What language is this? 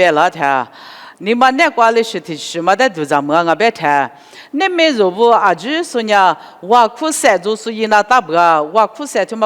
Lisu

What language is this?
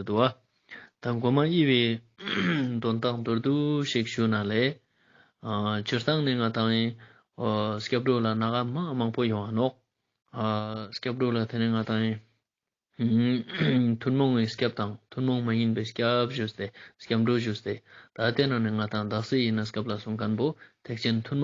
Ladakhi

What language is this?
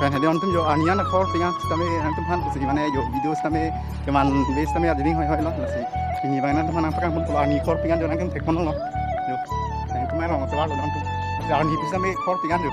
Karbi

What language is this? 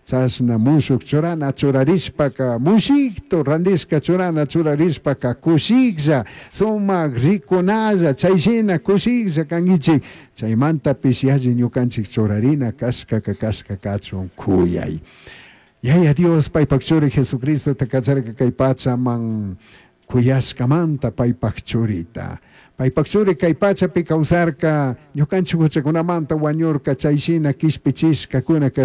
Chimborazo Highland Quichua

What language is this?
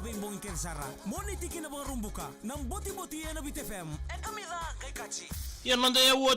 Fijian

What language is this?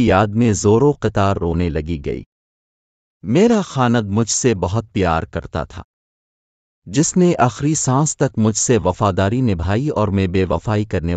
Urdu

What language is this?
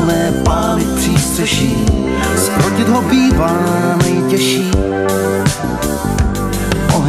Czech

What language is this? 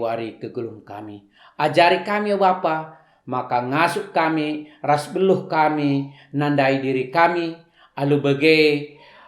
Batak Karo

